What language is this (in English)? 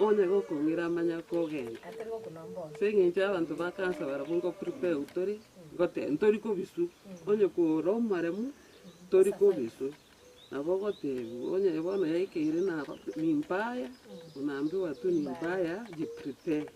Gusii